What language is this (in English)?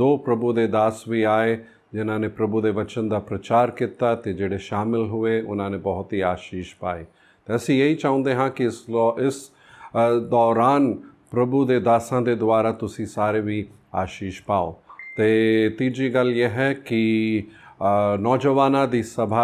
Punjabi